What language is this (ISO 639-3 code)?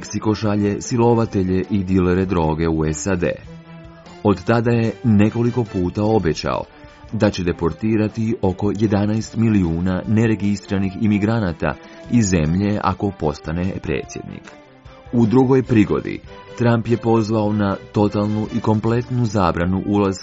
hrv